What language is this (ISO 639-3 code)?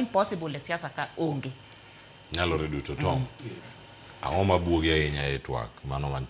luo